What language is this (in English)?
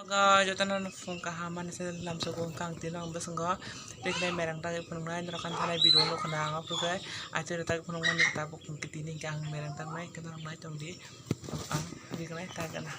Kok Borok